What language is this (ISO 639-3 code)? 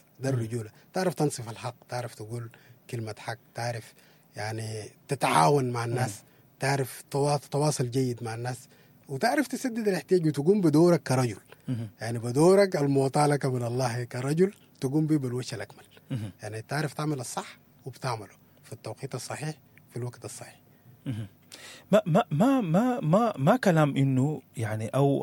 apd